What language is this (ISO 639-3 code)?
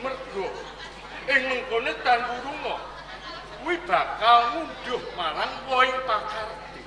jav